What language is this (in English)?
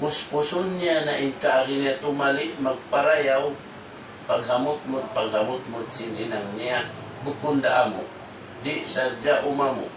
Tausug